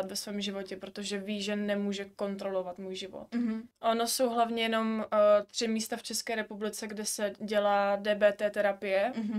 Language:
Czech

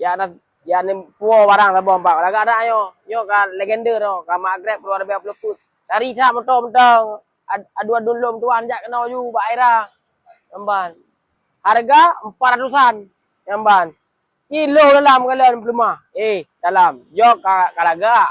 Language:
Achinese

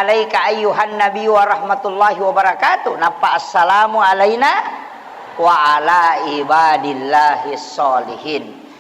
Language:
Buginese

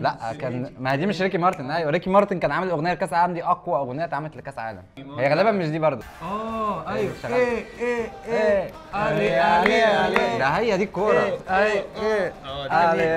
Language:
Egyptian Arabic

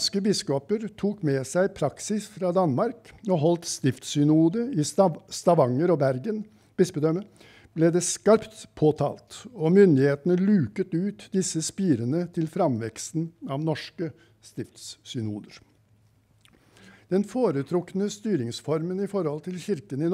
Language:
Norwegian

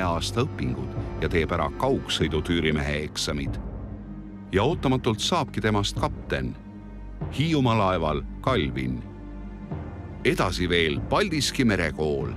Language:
Estonian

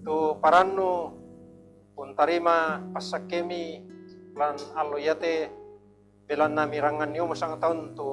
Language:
Toraja-Sa'dan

